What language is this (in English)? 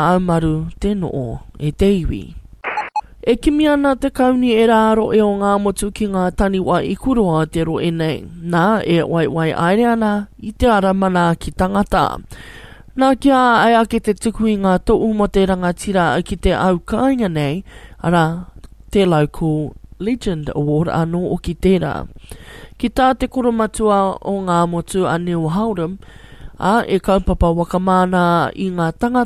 Māori